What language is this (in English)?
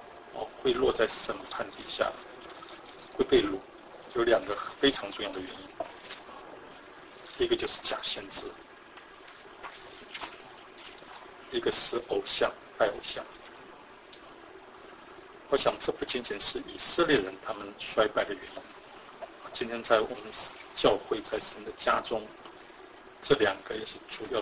Chinese